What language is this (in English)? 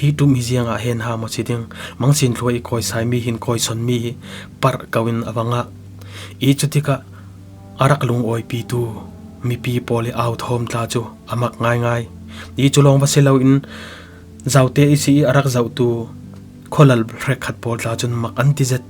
Falam Chin